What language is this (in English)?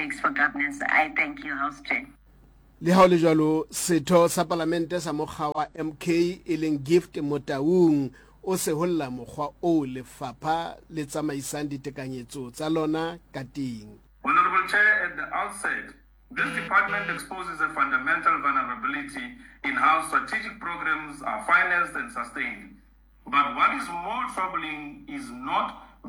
Southern Sotho